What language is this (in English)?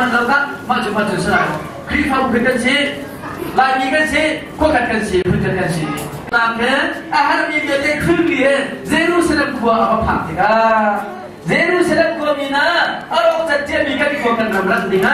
Hakha Chin